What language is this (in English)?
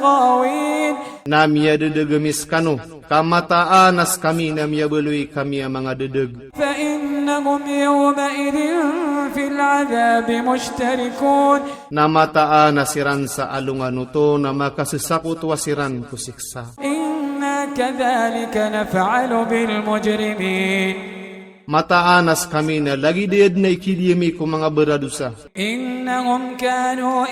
Maranao